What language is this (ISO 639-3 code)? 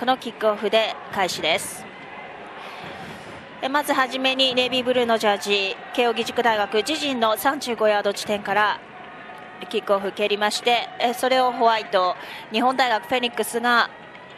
jpn